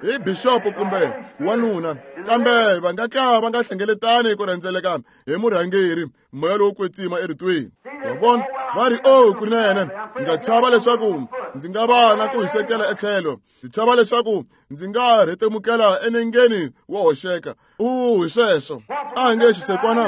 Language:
Tsonga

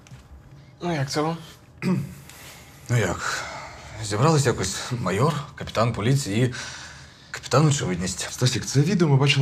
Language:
Ukrainian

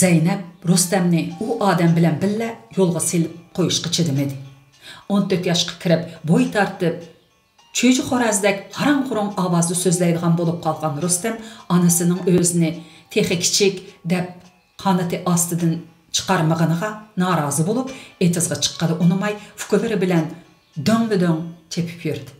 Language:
Uyghur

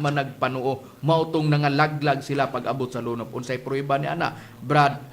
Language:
Cebuano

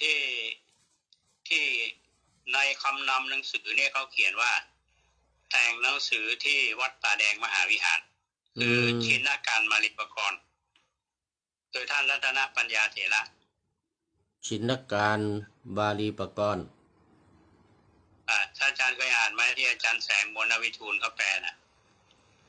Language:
Thai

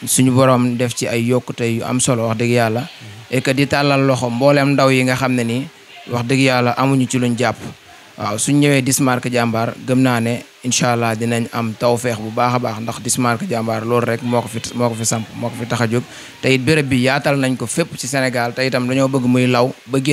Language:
Wolof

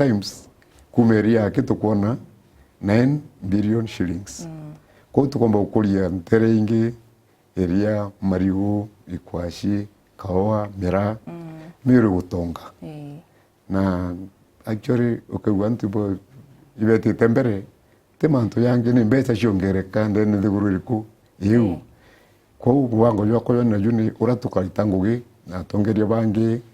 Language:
Meru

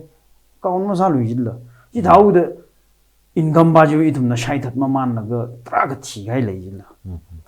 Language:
Tangkhul Naga (India)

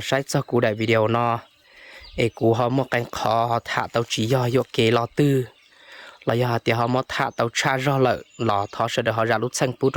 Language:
Hmong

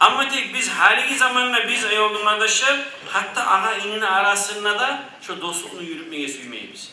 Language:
Kumyk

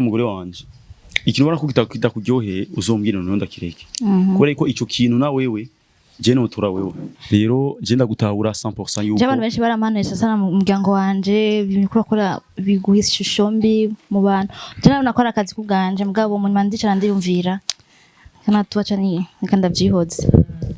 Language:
Rundi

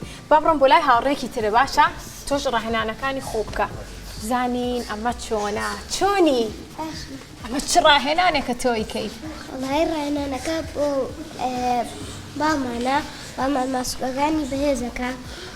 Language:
Central Kurdish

